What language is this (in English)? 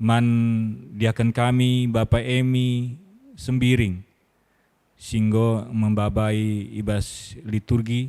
Batak Karo